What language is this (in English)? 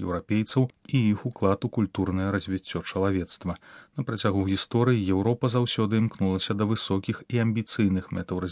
Belarusian